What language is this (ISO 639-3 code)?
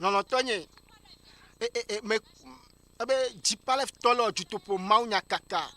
ewe